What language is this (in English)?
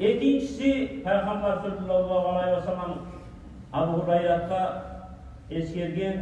Kumyk